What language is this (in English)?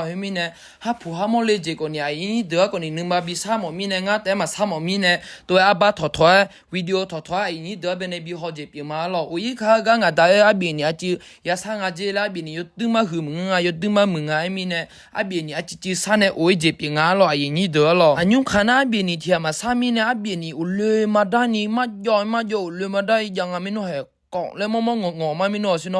Akha